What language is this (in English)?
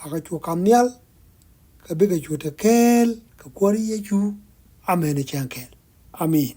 Nuer